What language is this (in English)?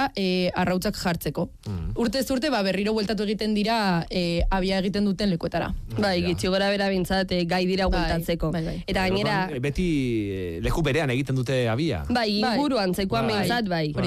Basque